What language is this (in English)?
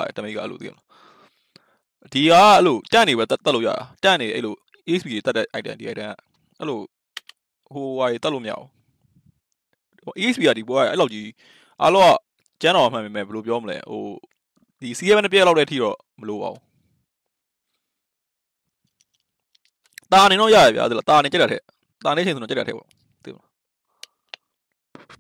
Burmese